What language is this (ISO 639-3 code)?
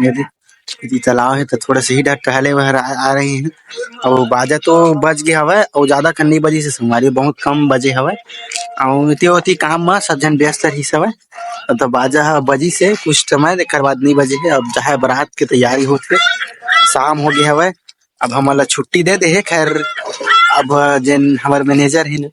hne